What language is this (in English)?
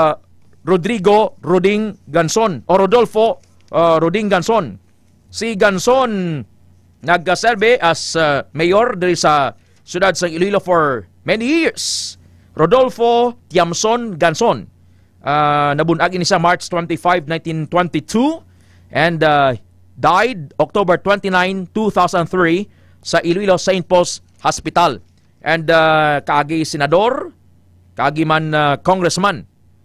Hiligaynon